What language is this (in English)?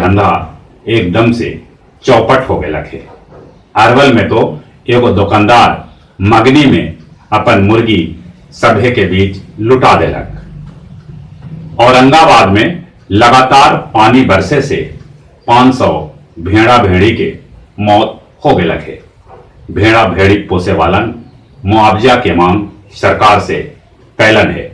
Magahi